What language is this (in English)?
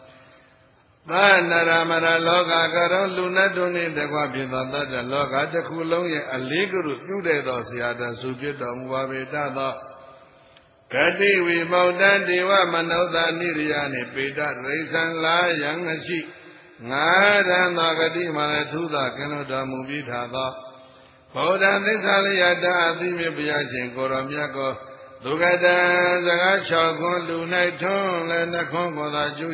Burmese